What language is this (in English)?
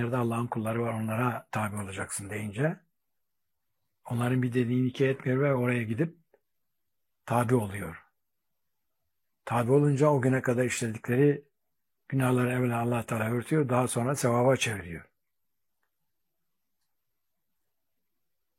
Turkish